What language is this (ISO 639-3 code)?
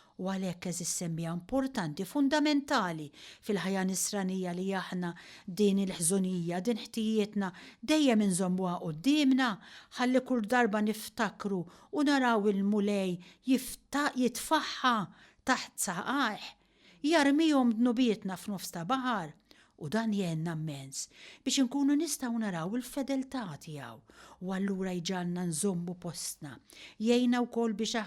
mlt